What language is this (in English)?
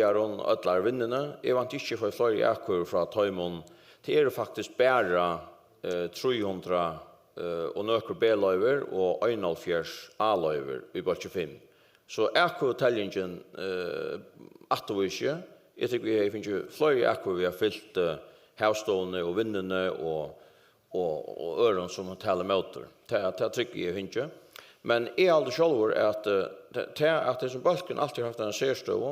Faroese